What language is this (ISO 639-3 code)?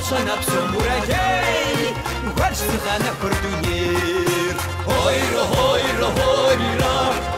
kbd